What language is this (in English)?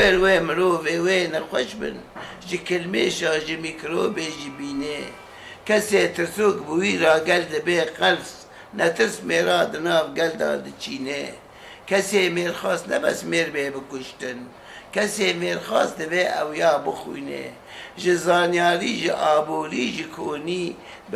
Kurdish